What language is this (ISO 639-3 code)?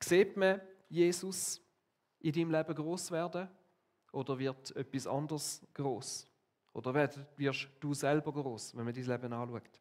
gsw